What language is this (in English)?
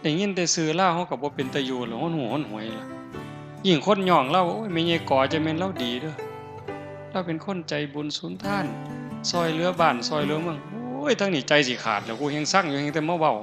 Northeastern Thai